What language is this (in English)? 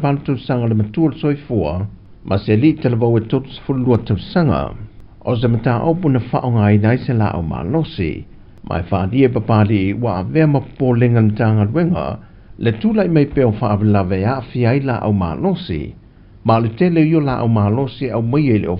Samoan